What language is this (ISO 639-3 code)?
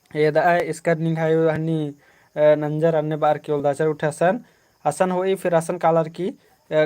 kru